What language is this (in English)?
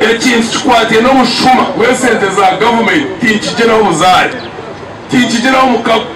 Nyankole